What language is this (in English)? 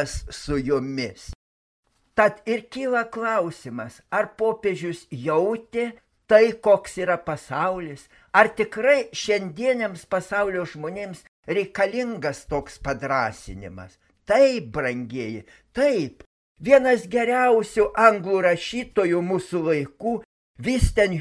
Lithuanian